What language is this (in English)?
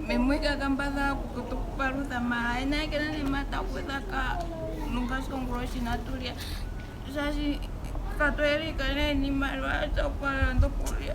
Ndonga